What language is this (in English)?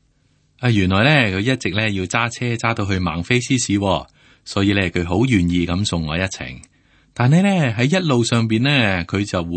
Cantonese